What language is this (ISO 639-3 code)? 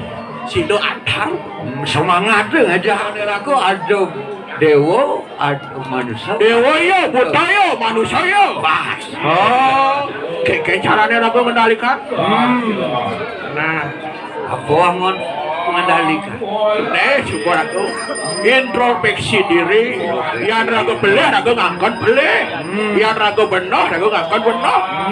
ban